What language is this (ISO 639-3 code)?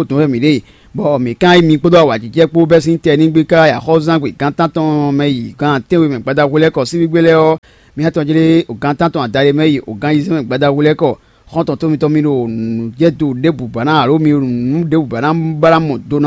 fon